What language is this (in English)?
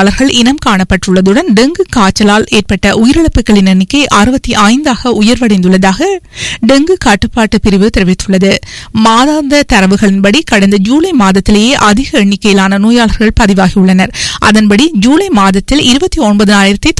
Tamil